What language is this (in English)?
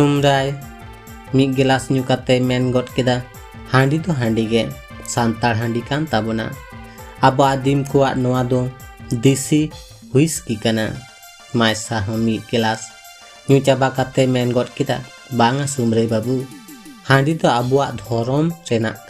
Santali